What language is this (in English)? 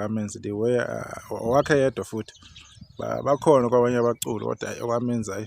Zulu